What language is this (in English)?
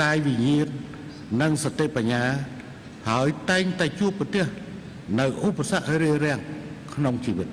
Khmer